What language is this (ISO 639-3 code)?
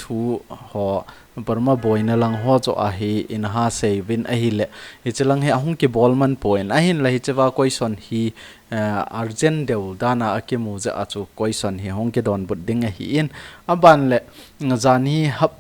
tcz